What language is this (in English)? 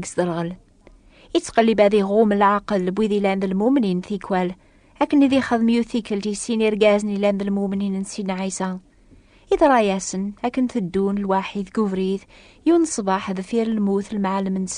Kabyle